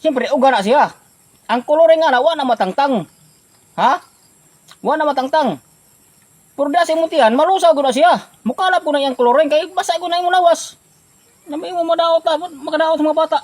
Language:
Cebuano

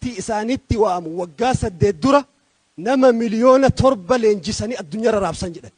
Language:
Oromo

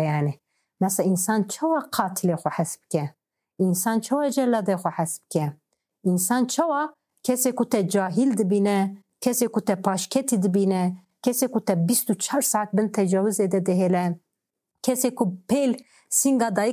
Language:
Kurdish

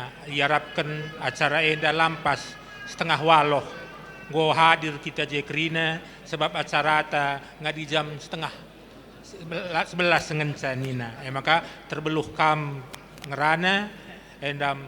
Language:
Batak Karo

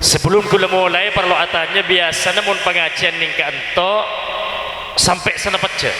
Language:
Madurese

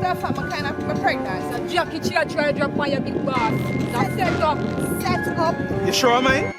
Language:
Jamaican Creole English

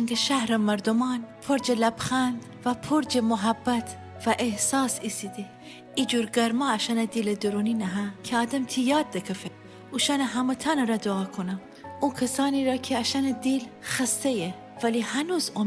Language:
Gilaki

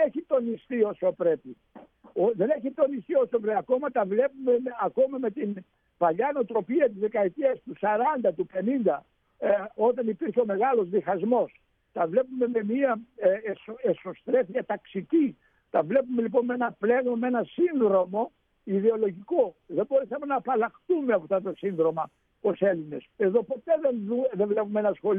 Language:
Greek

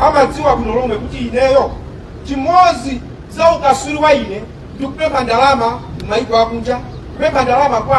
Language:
Nyanja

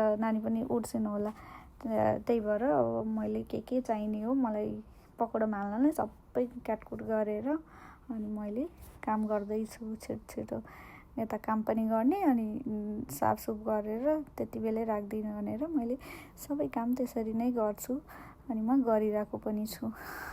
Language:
Nepali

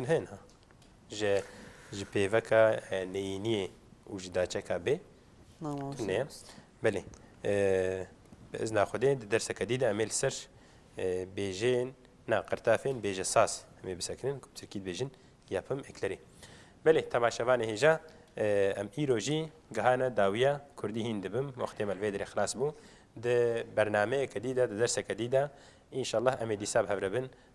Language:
Kurdish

